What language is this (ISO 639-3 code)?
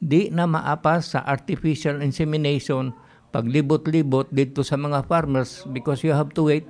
ceb